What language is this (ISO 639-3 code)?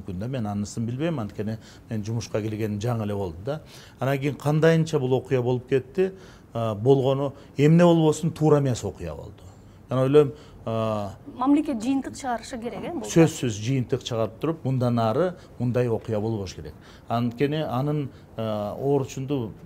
kir